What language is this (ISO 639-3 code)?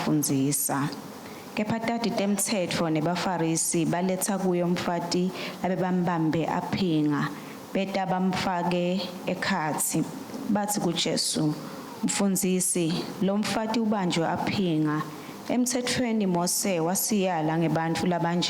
ssw